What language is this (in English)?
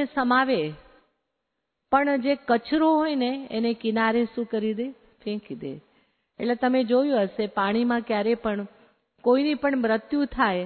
Gujarati